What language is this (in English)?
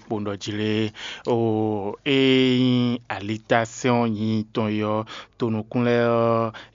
Fon